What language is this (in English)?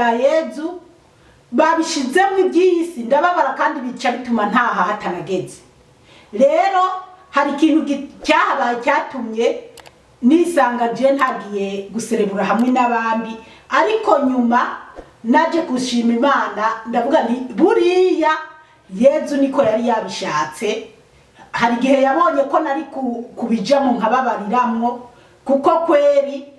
Rundi